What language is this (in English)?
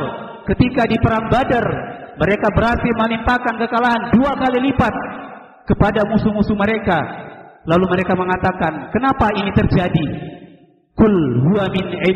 Indonesian